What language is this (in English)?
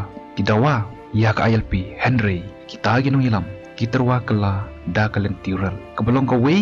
Khasi